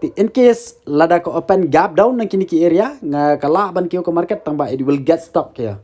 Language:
Khasi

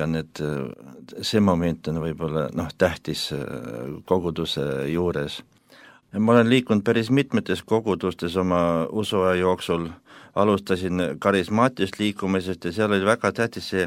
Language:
Estonian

